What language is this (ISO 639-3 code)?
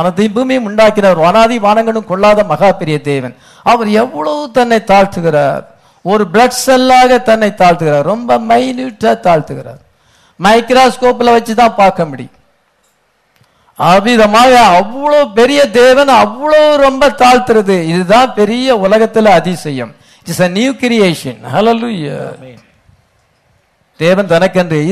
tam